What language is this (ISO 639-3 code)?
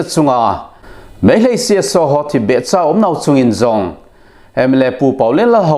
tcz